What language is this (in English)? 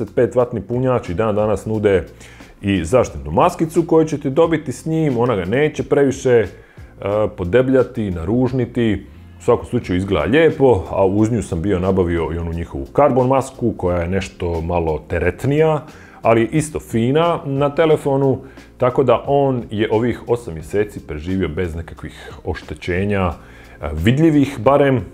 Croatian